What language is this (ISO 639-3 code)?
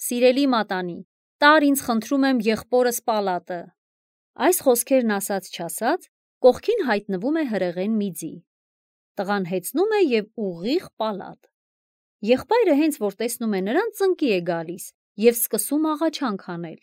hye